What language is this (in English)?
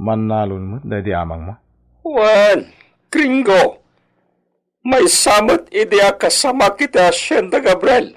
Iloko